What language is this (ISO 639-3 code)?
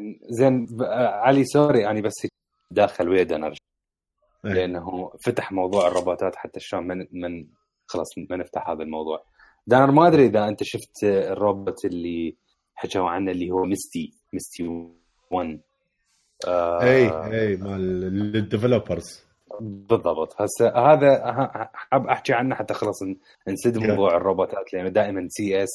acm